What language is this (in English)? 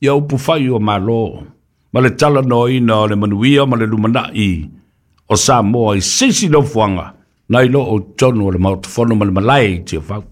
Samoan